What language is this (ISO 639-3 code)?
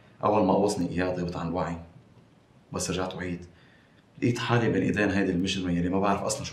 apc